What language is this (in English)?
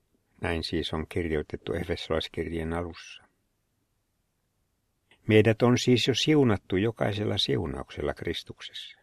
Finnish